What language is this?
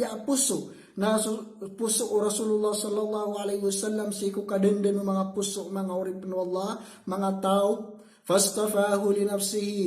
Maranao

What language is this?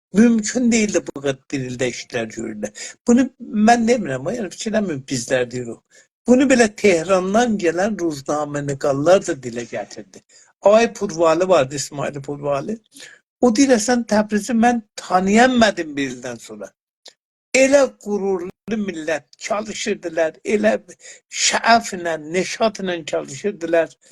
South Azerbaijani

